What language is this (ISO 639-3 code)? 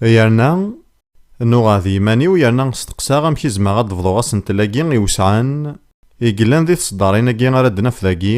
kab